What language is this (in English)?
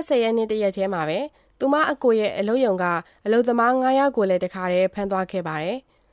Burmese